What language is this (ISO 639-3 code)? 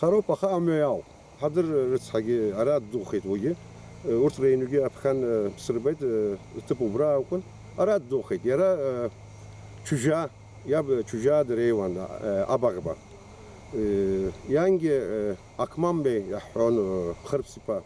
abk